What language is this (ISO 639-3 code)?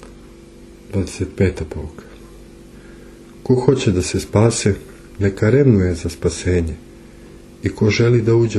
srp